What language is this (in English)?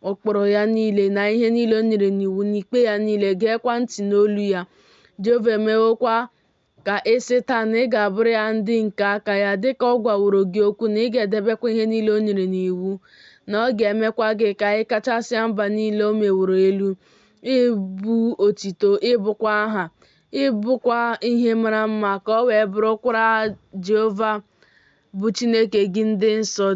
Igbo